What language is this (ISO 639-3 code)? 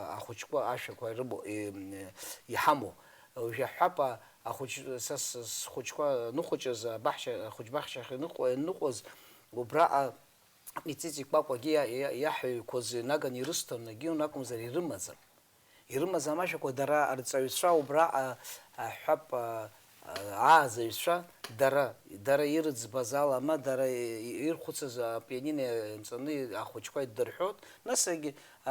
abk